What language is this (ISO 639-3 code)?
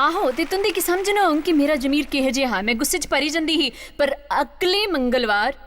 doi